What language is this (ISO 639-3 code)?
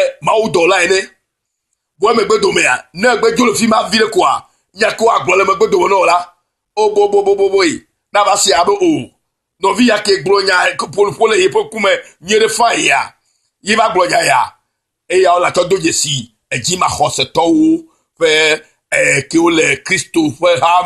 ewe